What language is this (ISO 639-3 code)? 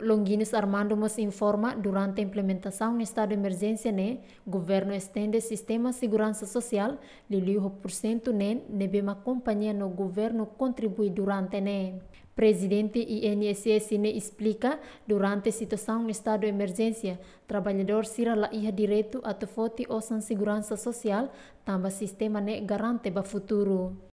tet